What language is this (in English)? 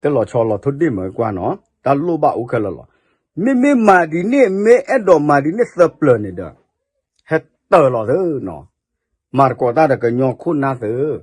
S'gaw Karen